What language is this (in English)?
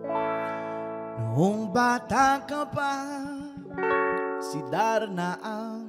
Filipino